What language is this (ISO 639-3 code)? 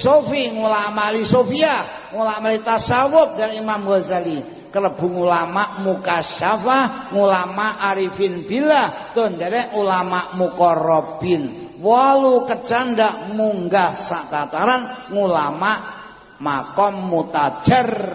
jav